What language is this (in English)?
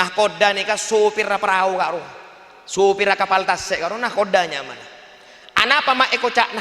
Madurese